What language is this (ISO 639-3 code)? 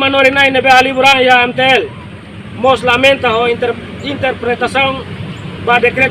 tet